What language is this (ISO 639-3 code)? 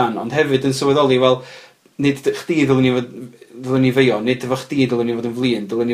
cym